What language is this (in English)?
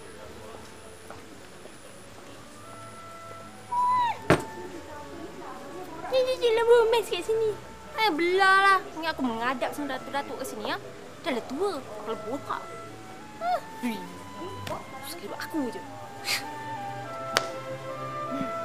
Malay